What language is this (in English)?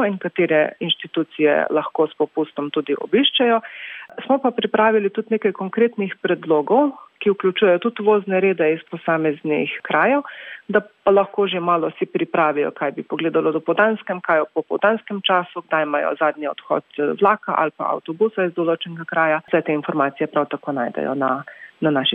Slovenian